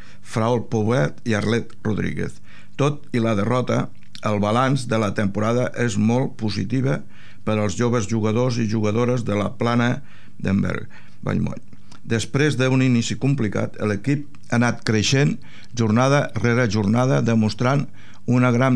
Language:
Catalan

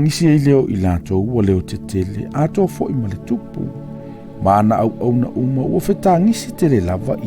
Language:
Samoan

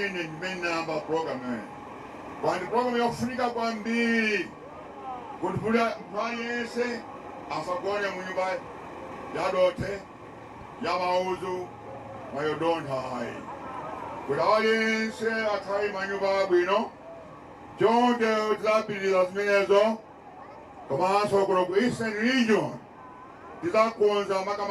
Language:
Nyanja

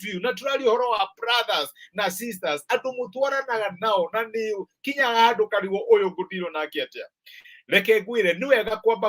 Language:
Kikuyu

